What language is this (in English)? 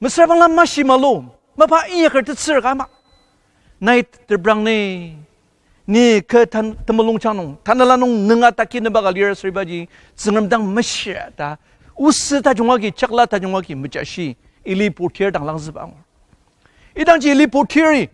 Ao Naga